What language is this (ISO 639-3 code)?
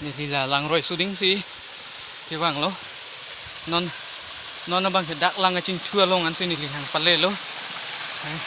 mjw